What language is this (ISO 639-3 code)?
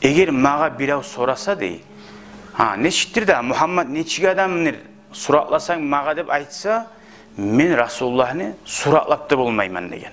kum